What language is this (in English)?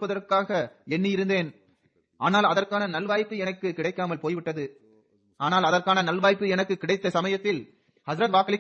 Tamil